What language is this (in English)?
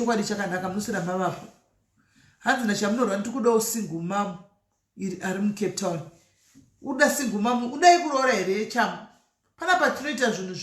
Shona